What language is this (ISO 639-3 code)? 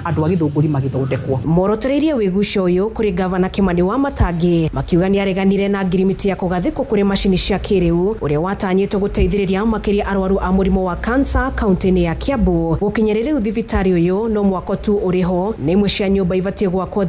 kik